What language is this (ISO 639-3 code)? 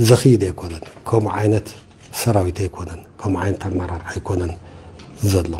tir